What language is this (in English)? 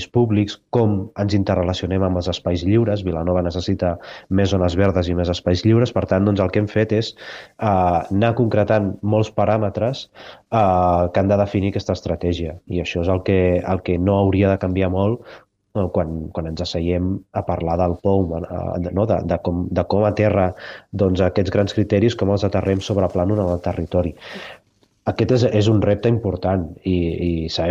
Catalan